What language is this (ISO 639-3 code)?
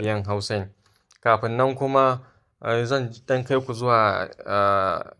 hau